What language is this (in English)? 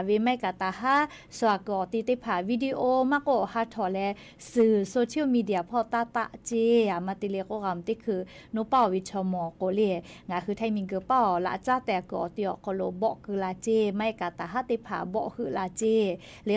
Lahu